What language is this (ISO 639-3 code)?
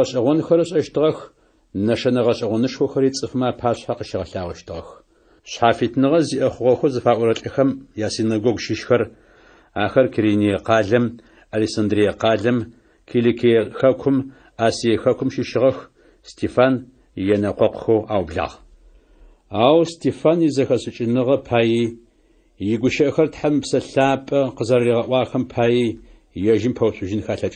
ady